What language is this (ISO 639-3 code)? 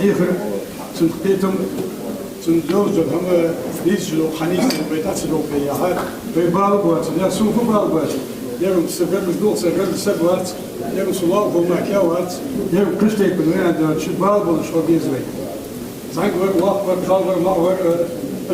inh